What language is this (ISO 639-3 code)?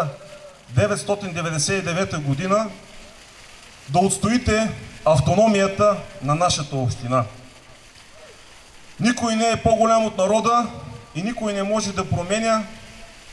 bul